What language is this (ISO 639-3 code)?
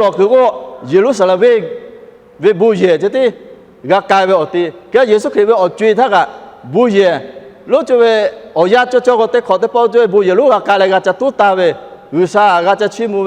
lhu